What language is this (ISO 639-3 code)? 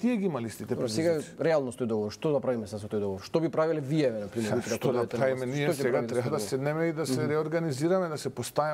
mkd